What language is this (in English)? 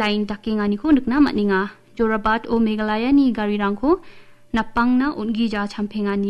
Garo